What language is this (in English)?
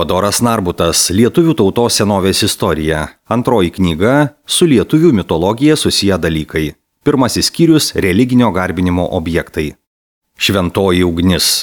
Lithuanian